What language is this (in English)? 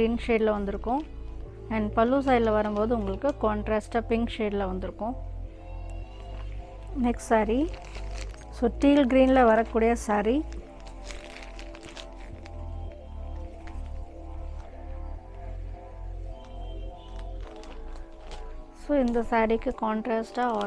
Tamil